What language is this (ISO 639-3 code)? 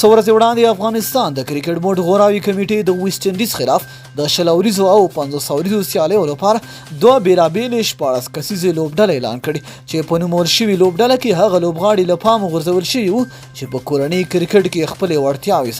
pus